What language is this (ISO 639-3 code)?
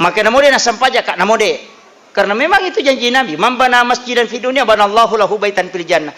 bug